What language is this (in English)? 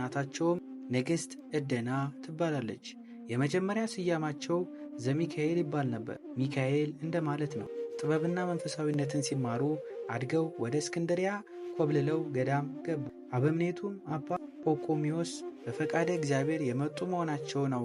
Amharic